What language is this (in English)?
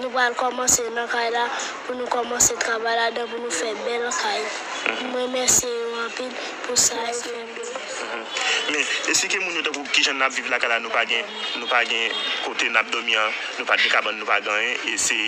Haitian Creole